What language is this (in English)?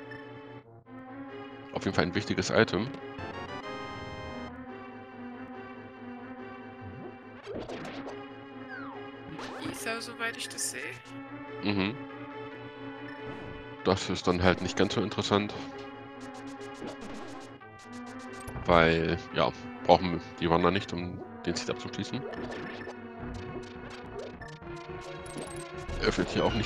German